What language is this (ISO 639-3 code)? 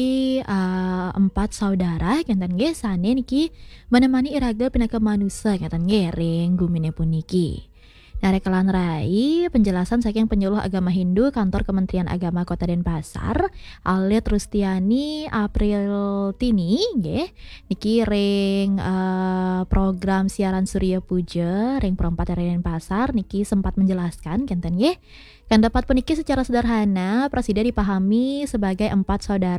ban